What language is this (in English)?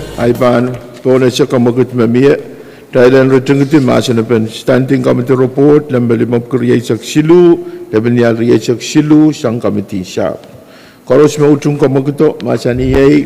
Pohnpeian